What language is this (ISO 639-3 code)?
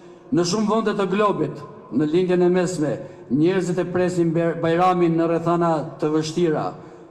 sqi